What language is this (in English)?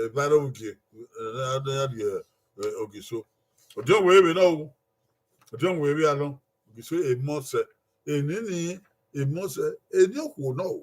Bini